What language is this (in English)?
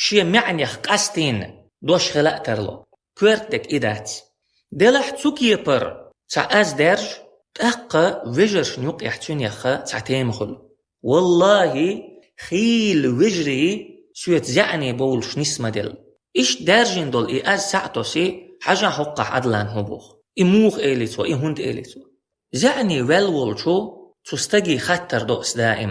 Chechen